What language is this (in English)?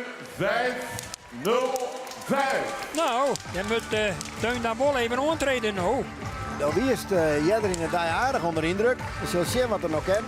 Western Frisian